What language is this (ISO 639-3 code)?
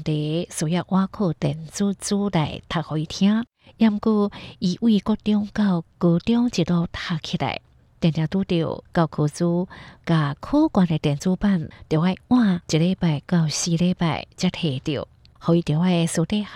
hak